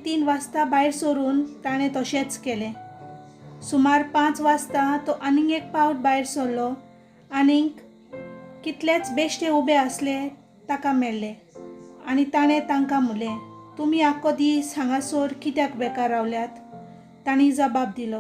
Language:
Konkani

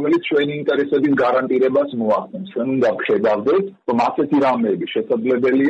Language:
Georgian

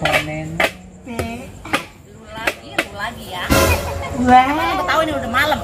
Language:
Betawi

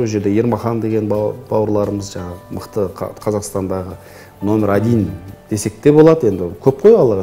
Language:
Kazakh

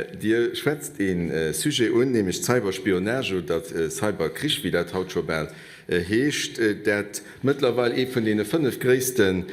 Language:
Luxembourgish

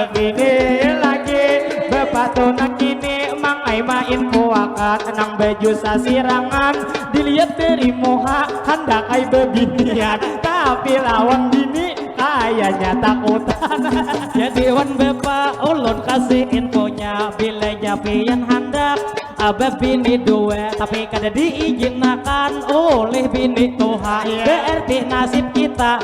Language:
Banjar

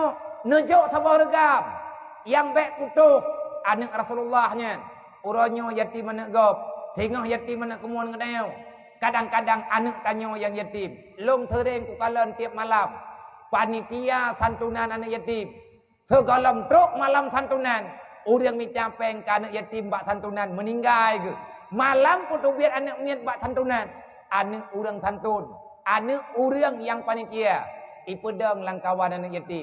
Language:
Achinese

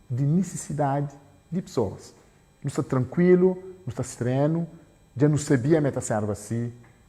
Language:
Kabuverdianu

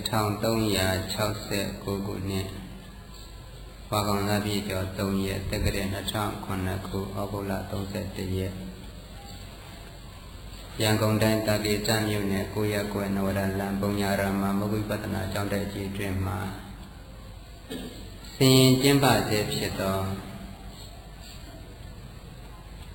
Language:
Burmese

